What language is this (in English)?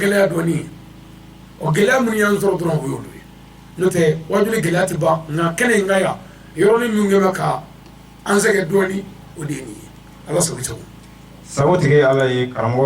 Bambara